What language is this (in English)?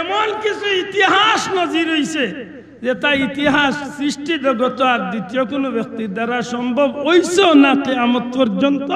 Sylheti